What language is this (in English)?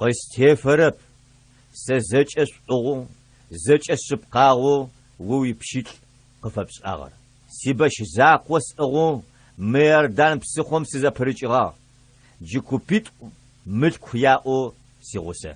Adyghe